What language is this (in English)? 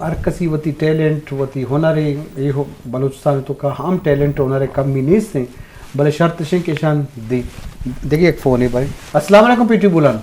Eastern Balochi